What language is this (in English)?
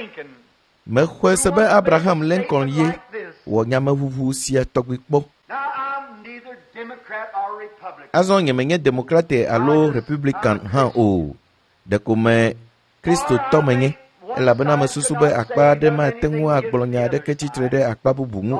Ewe